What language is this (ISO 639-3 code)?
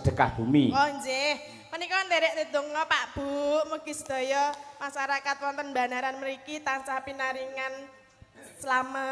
jav